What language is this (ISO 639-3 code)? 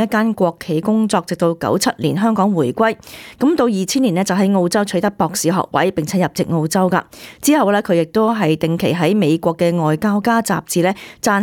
yue